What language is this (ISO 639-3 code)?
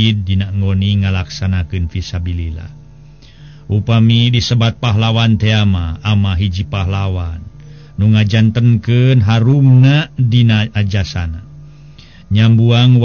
sun